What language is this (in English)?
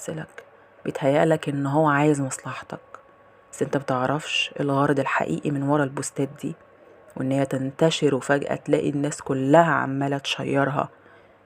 Egyptian Arabic